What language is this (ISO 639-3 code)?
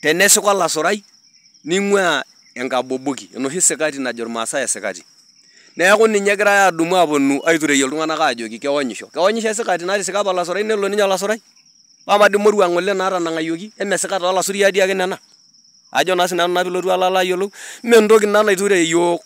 mas